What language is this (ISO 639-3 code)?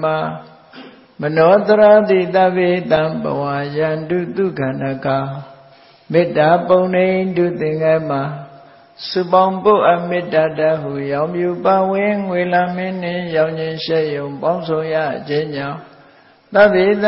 mya